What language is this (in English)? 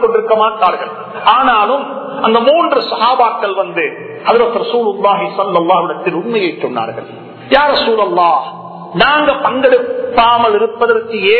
Tamil